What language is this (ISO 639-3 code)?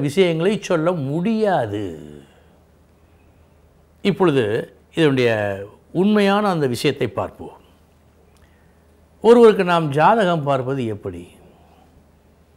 tam